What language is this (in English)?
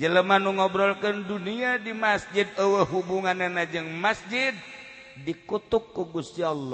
Sundanese